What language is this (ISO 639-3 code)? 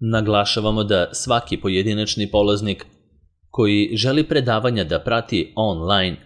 srp